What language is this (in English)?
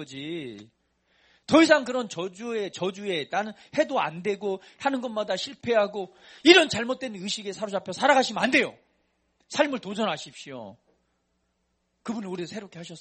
Korean